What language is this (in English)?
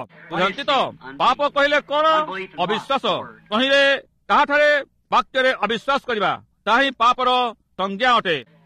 Odia